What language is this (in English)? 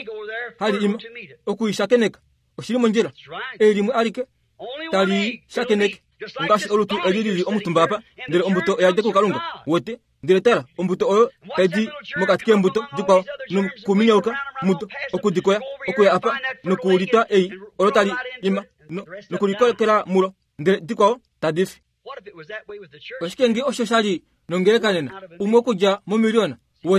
Kuanyama